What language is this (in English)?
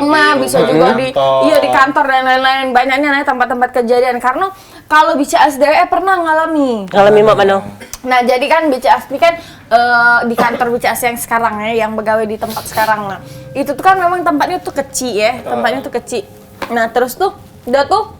Musi